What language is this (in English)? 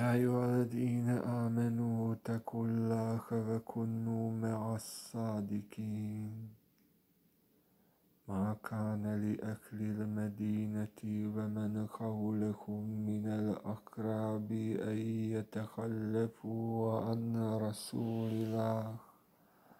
Arabic